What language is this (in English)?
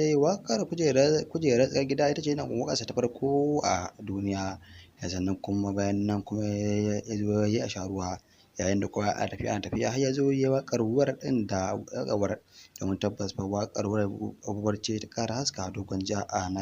Hausa